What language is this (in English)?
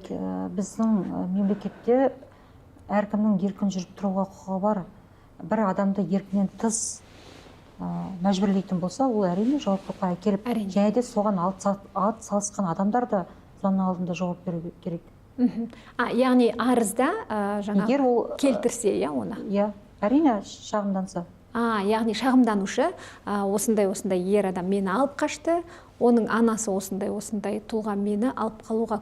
Kazakh